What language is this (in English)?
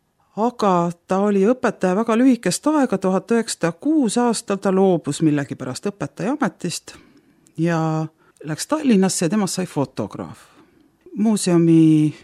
Estonian